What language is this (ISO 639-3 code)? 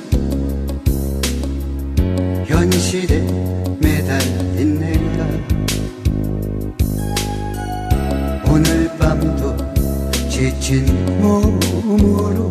kor